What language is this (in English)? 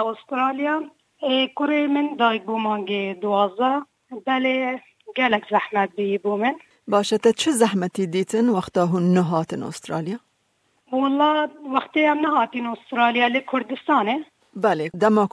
Kurdish